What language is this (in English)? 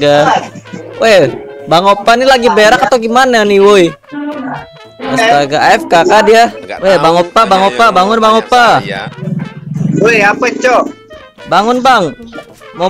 Indonesian